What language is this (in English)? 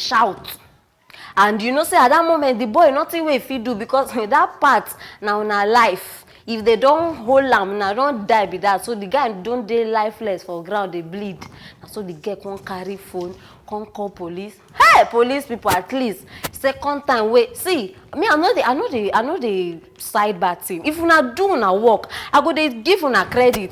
Nigerian Pidgin